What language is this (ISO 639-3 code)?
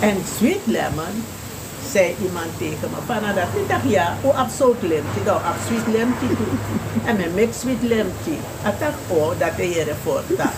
srn